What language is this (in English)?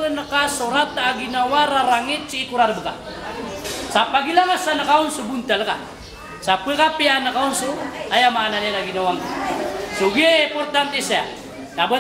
Maranao